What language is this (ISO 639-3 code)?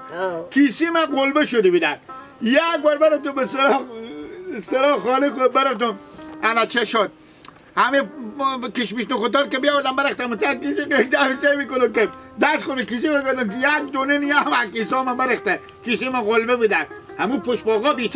haz